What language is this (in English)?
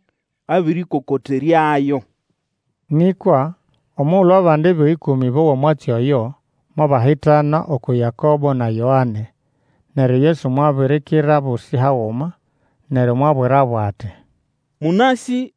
Nande